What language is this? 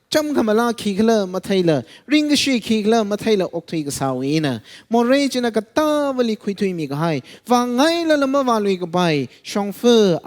Tangkhul Naga (India)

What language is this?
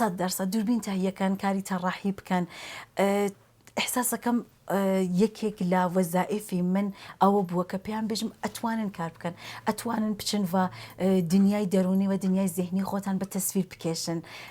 Central Kurdish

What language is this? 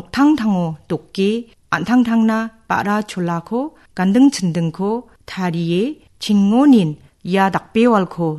Garo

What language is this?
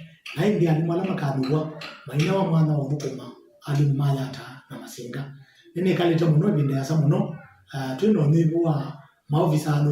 Kamba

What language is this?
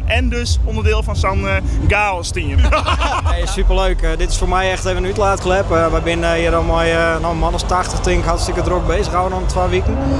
Western Frisian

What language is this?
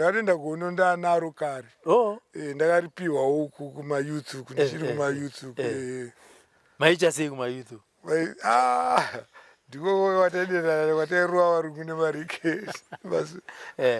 Shona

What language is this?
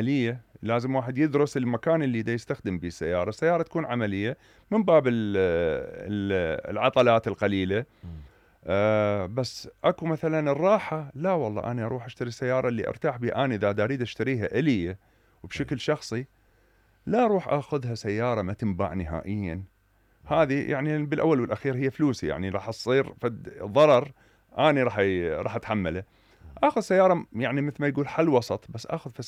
Mesopotamian Arabic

